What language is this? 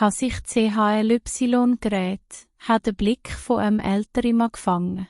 Swiss German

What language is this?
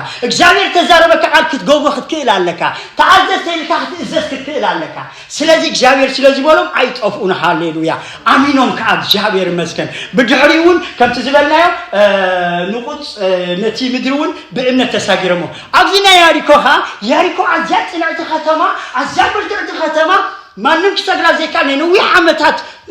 Tigrinya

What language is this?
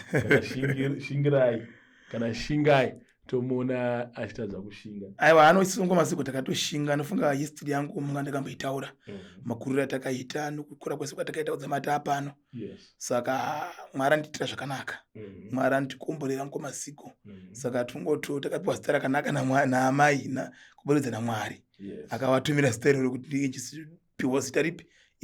Shona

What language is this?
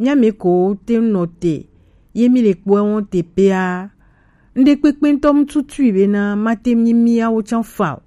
Gen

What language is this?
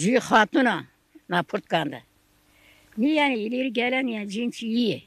Zaza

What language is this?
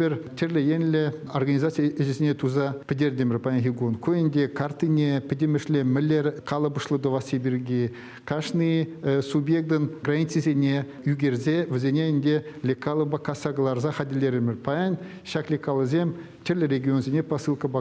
Chuvash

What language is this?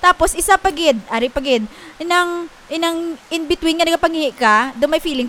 Hiligaynon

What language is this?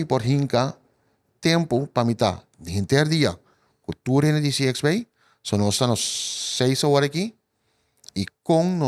Papiamento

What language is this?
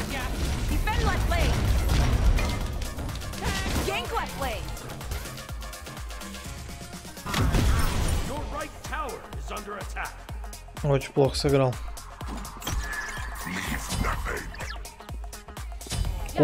Russian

